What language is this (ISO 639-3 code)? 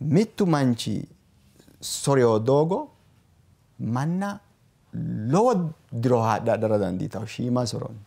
sid